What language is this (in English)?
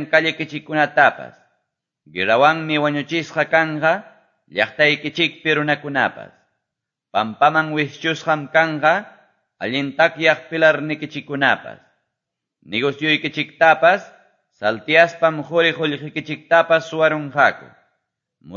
Quechua